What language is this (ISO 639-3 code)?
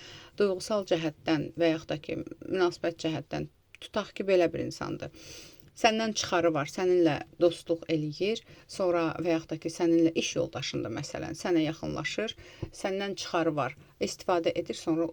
aze